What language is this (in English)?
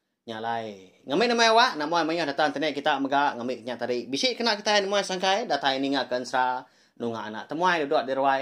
Iban